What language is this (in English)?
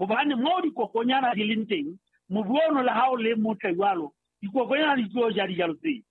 Southern Sotho